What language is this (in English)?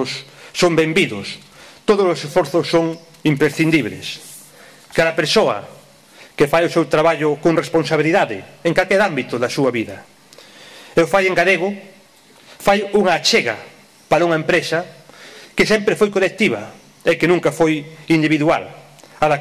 Galician